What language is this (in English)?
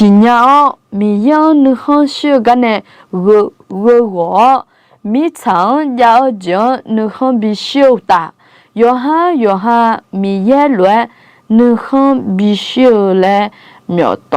Akha